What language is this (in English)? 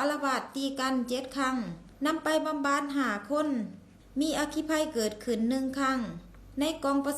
Lao